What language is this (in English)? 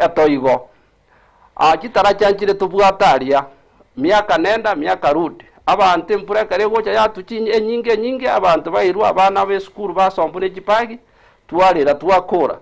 Gusii